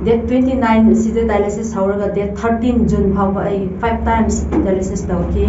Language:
Manipuri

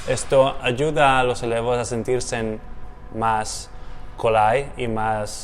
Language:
Ladino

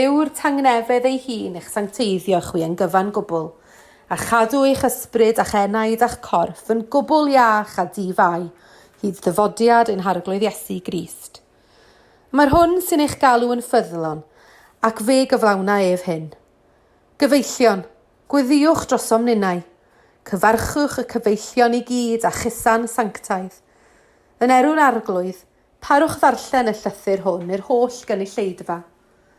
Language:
Welsh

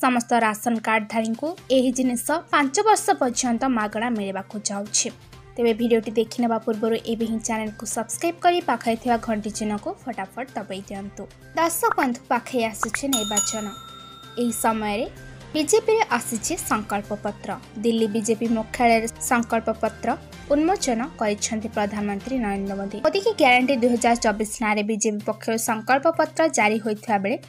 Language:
Odia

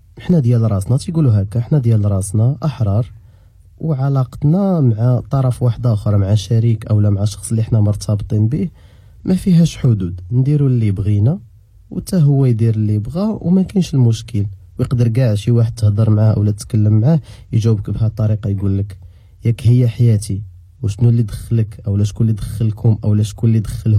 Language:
Moroccan Arabic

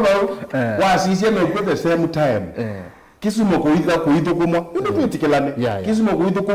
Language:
Kamba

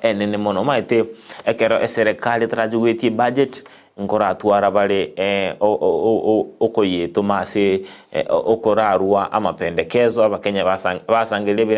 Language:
Gusii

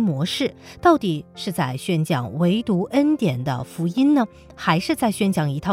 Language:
Chinese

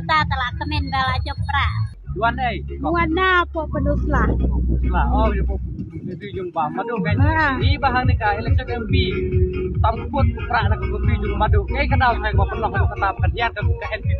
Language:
Khasi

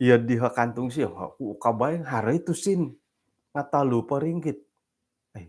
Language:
Central Dusun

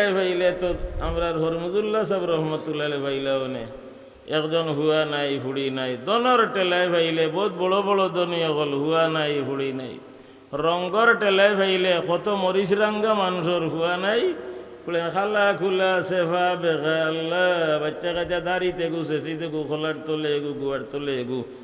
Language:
Sylheti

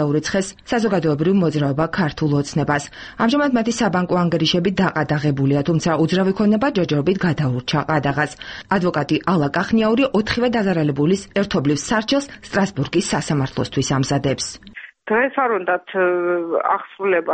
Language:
Georgian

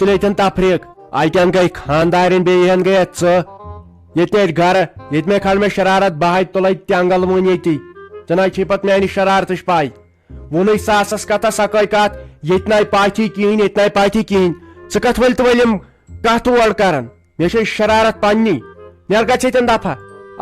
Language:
Kashmiri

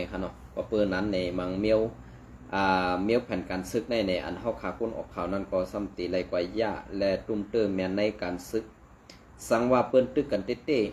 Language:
Shan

